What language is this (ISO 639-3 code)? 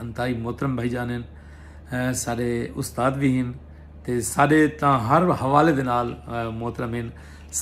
skr